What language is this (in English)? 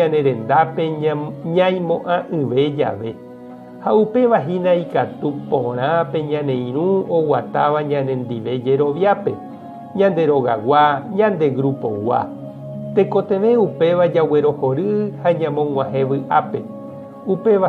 Guarani